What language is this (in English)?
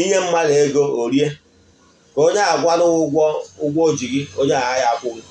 Igbo